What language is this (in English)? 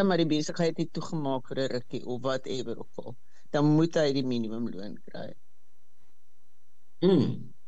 Afrikaans